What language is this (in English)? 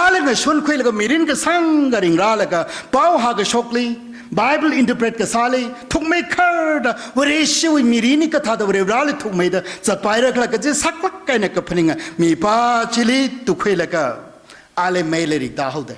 Tangkhul Naga (India)